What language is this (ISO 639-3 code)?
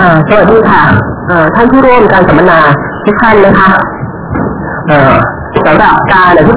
tha